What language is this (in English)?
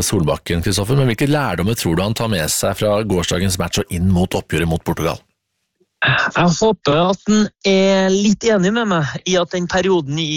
Norwegian